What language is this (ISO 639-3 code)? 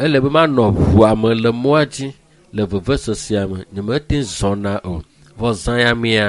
ewe